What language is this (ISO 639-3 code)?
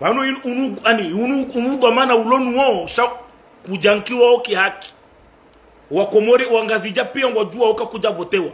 zdj